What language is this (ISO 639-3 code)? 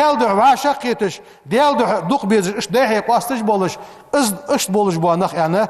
inh